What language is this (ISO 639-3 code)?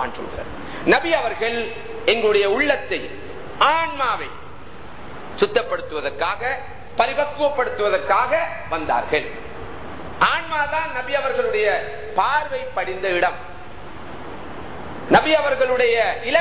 tam